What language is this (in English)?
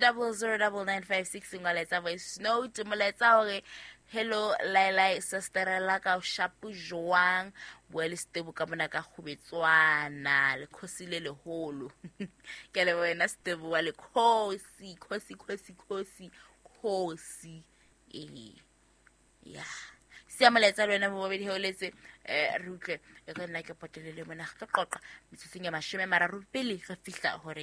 Southern Sotho